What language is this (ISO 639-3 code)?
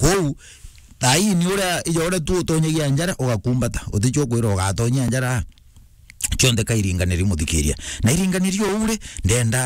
mer